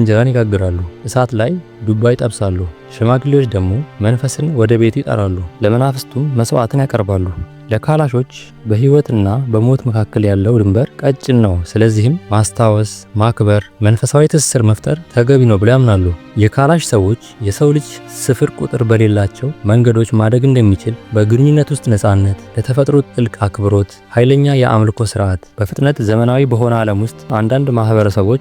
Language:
Amharic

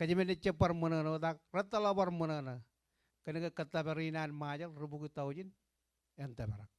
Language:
Marshallese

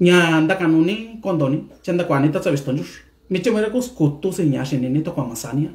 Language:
Mixtepec Mixtec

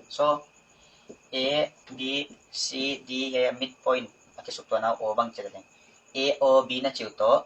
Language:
Paite Chin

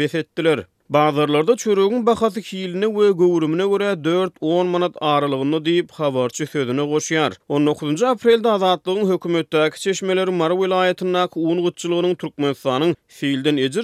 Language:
Turkmen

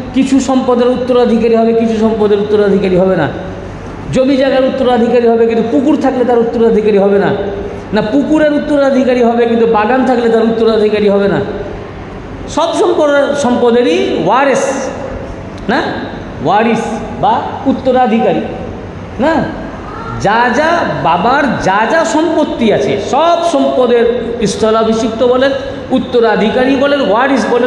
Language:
Bangla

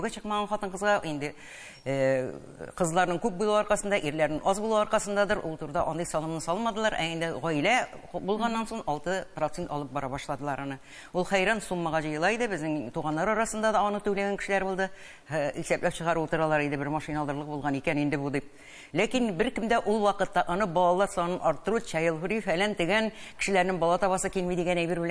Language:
Tatar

